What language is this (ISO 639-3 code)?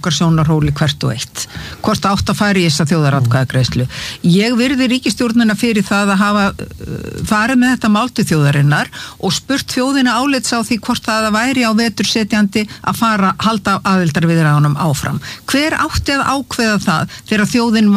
isl